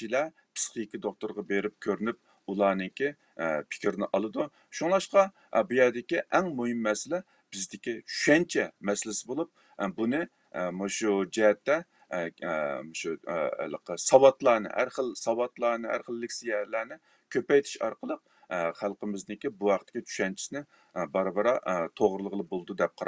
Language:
Uyghur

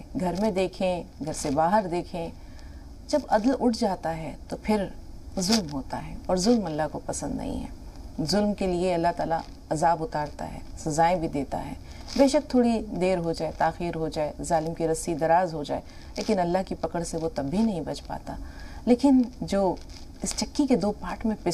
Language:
Urdu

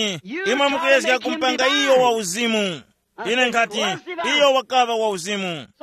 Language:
Tumbuka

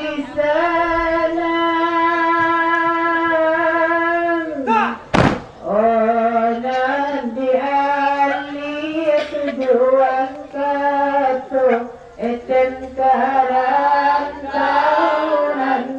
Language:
Minangkabau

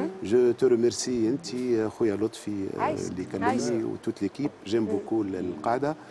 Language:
Tunisian Arabic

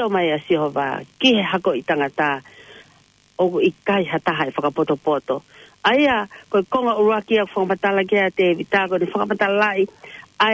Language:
Tongan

